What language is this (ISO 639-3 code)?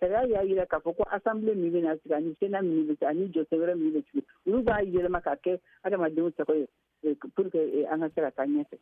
bam